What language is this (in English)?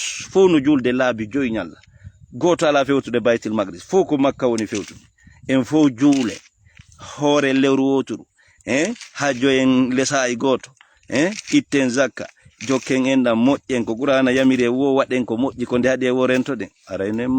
Fula